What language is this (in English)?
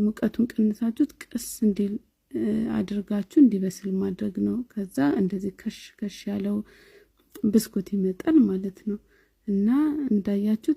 Amharic